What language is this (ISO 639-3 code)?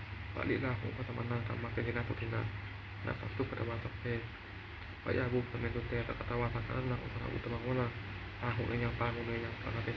pli